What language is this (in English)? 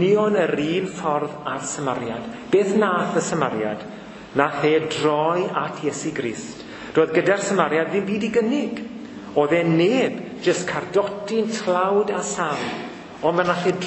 Welsh